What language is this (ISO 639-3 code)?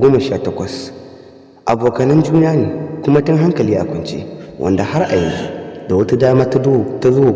hau